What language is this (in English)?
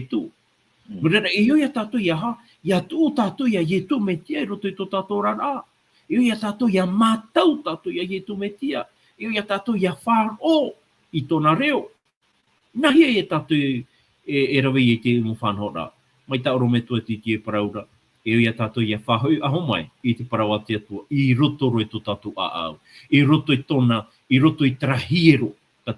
Tahitian